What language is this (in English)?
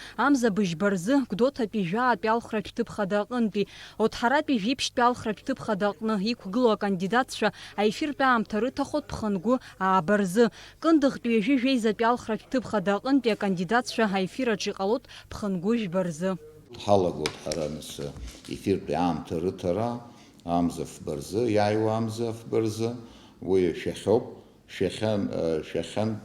Abkhazian